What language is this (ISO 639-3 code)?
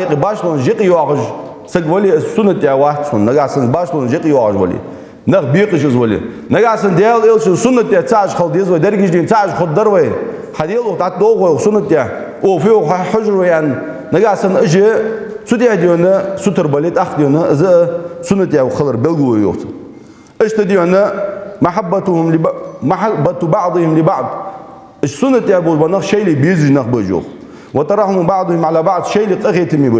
inh